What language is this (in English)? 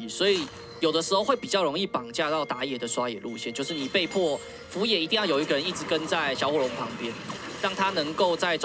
Chinese